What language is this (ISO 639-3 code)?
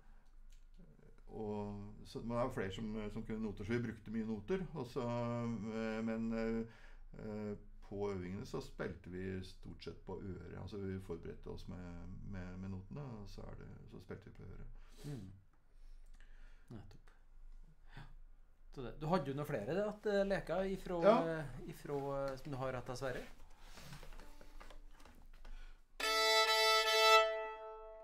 nor